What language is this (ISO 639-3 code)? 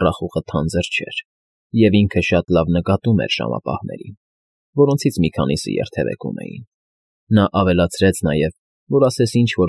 hye